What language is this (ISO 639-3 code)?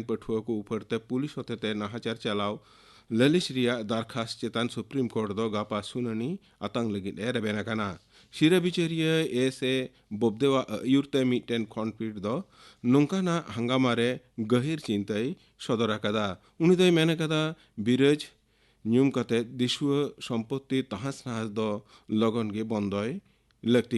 sat